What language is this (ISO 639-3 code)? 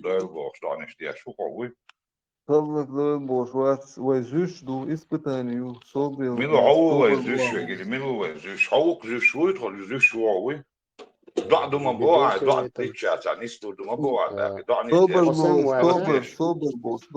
che